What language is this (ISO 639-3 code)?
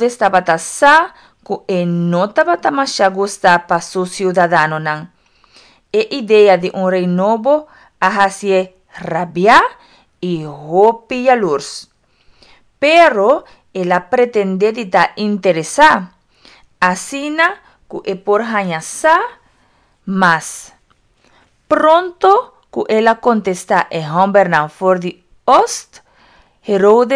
pap